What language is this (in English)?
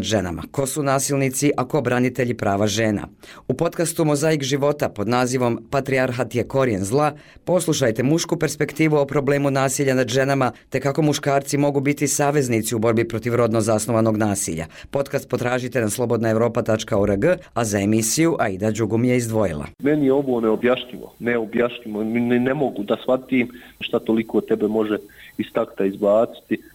Bosnian